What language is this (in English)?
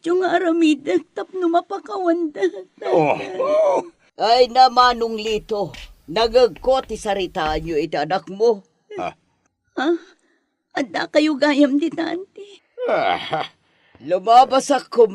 Iloko